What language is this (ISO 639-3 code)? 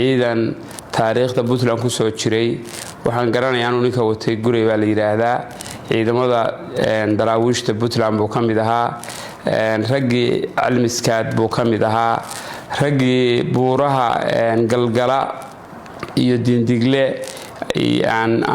som